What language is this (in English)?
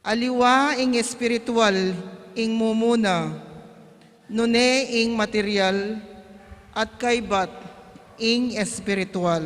Pampanga